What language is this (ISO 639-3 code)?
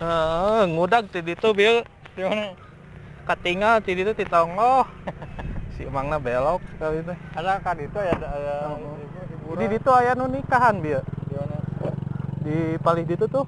sun